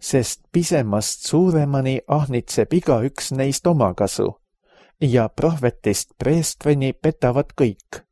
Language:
Estonian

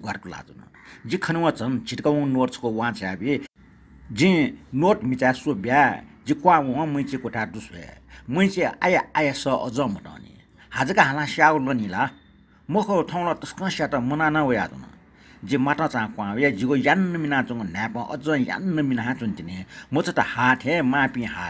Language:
Newari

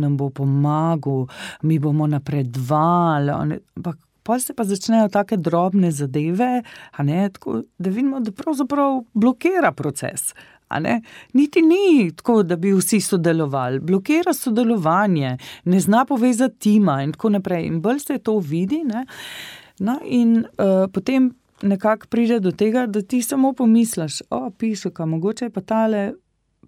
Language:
Slovenian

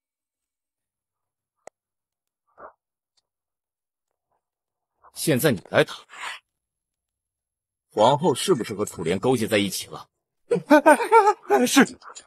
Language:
Chinese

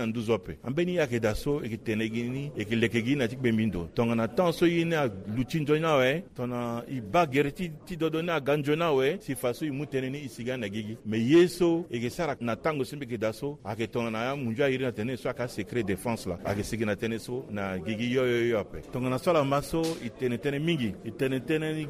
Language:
Sango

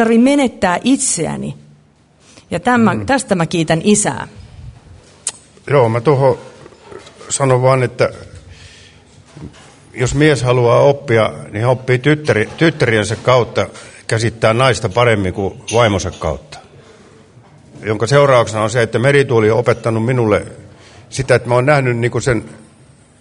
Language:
Finnish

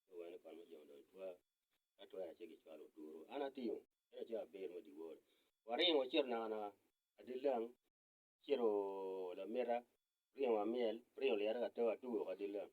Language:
Acoli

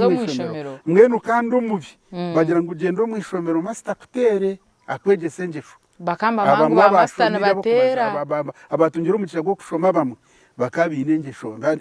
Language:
Nyankole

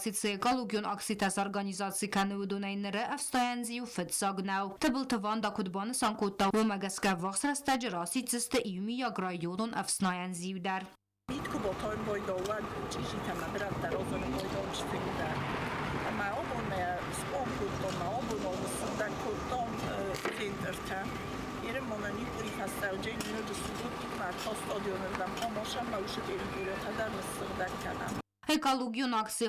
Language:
Ossetic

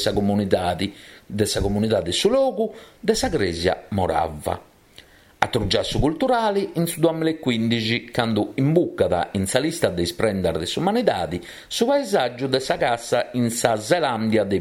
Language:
Sardinian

